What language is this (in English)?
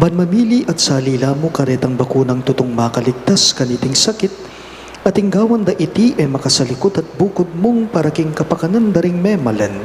Pampanga